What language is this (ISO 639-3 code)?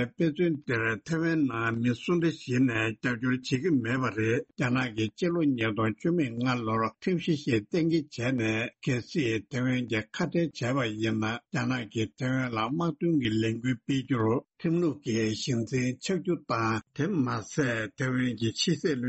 bod